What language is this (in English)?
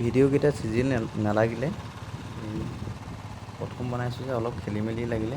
Assamese